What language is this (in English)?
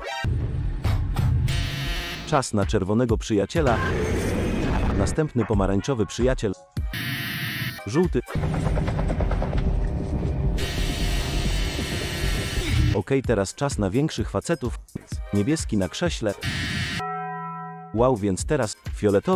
Polish